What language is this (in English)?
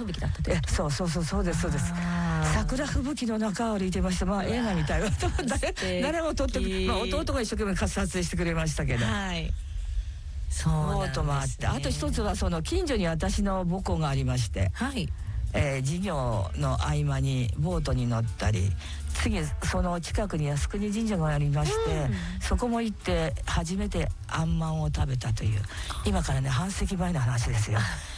Japanese